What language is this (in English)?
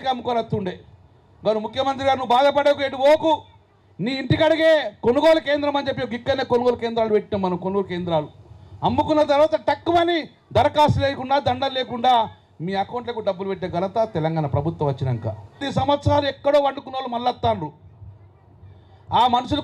Telugu